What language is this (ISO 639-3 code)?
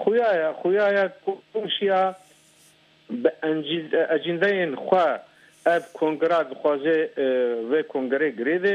kur